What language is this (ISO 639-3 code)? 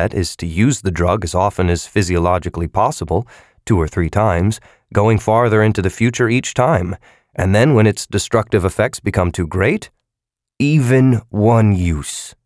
eng